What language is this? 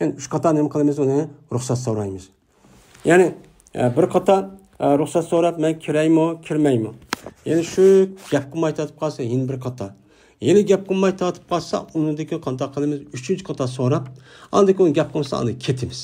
Uyghur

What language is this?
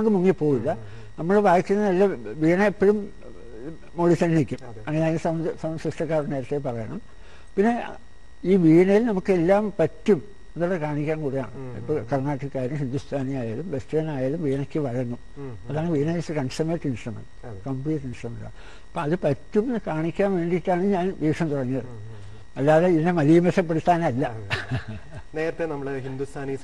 Malayalam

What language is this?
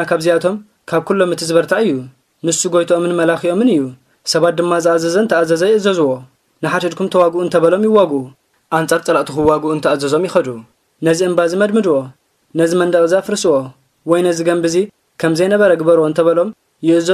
Tigrinya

